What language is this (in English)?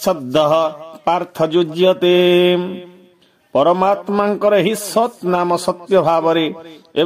Odia